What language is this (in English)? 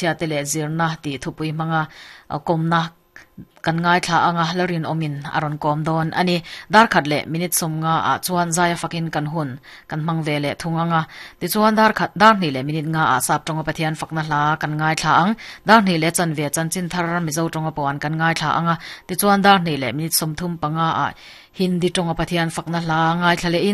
Mizo